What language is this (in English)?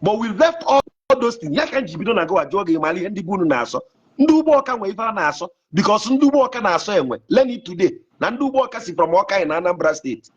Igbo